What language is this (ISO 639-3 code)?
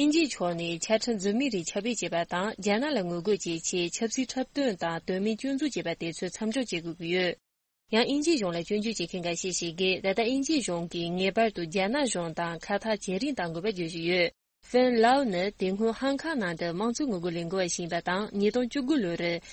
bod